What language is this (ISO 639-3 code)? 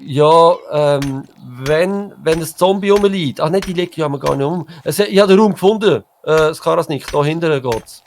gsw